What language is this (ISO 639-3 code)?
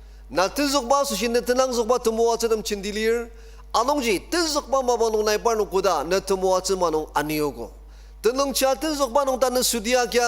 njo